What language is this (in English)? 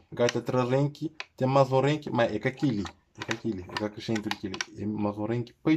Kabuverdianu